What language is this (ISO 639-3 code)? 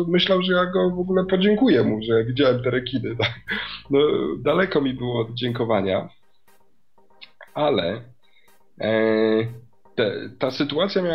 pol